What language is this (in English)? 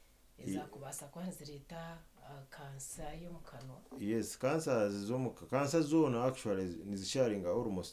Nyankole